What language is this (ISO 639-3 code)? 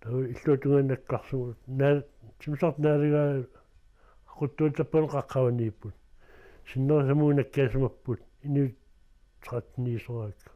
kal